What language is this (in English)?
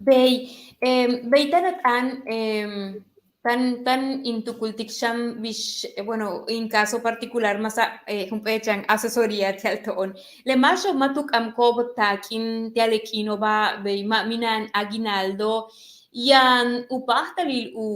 Yucateco